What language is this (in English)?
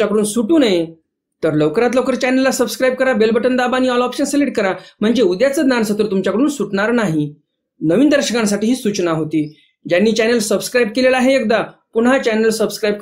Marathi